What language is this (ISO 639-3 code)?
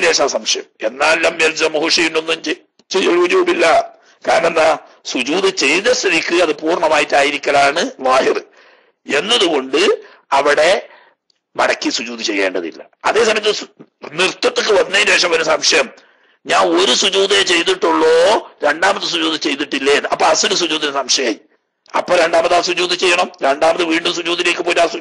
mal